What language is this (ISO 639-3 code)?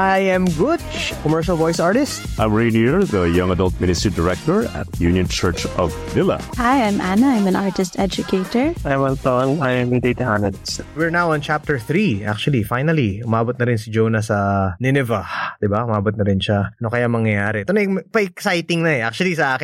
fil